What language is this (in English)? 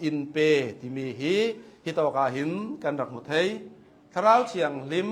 Hakha Chin